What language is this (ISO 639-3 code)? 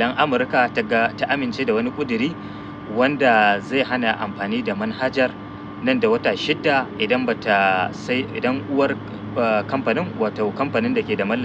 hau